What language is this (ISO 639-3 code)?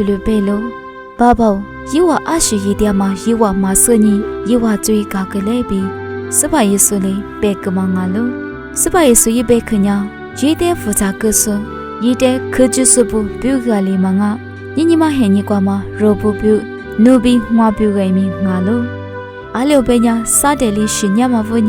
lis